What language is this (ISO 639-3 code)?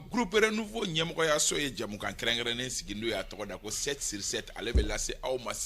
bam